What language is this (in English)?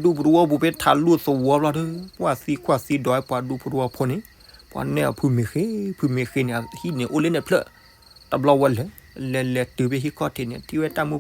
S'gaw Karen